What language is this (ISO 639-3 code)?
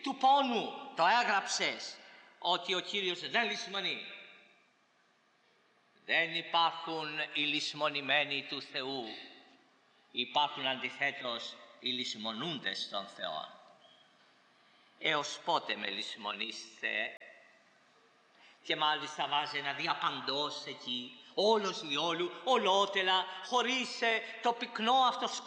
ell